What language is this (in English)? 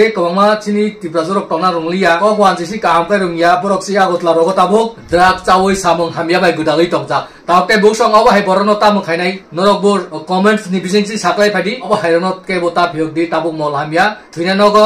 Kok Borok